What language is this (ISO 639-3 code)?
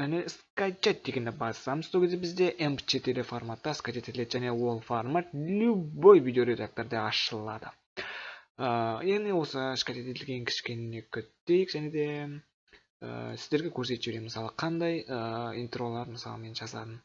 kaz